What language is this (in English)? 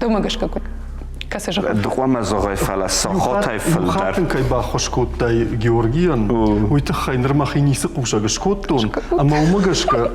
Ossetic